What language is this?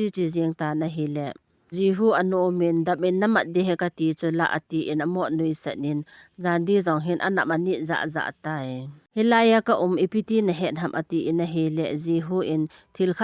Thado Chin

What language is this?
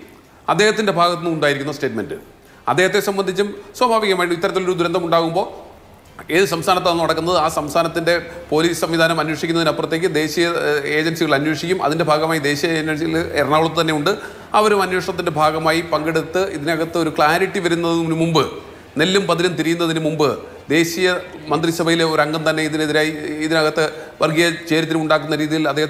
Malayalam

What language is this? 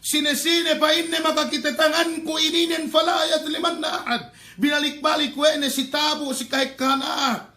Yakan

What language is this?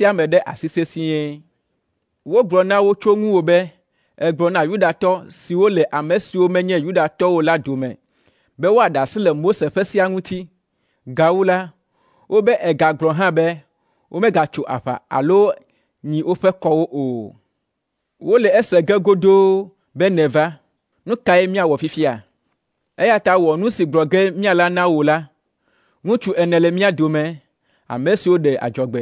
Ewe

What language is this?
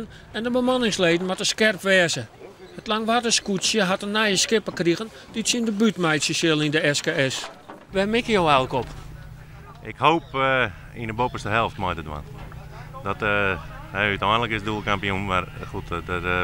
Western Frisian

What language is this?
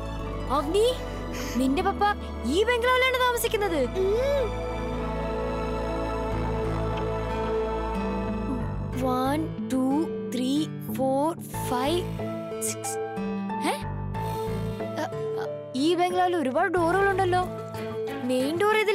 Malayalam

